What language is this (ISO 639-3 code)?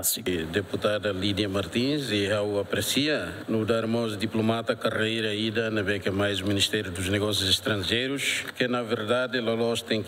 tet